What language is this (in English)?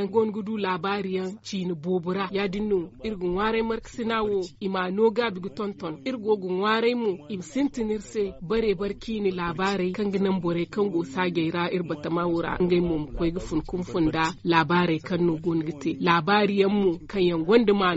Zarma